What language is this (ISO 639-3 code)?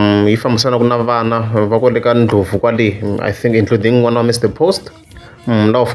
tso